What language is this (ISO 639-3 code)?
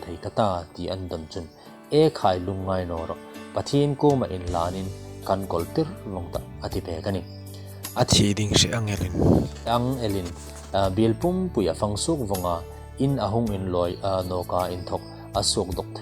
hmr